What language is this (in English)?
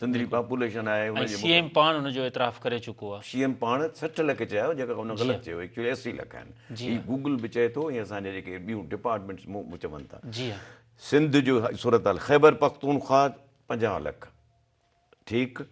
Sindhi